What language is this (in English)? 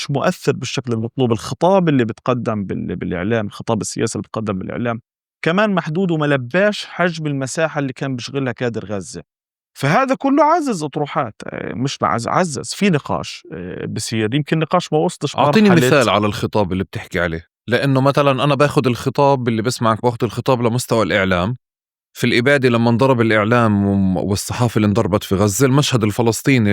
North Levantine Arabic